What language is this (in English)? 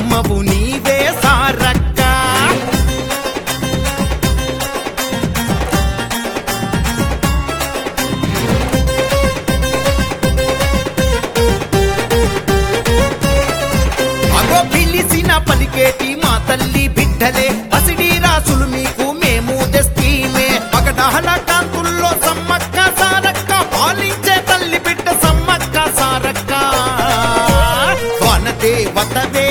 Telugu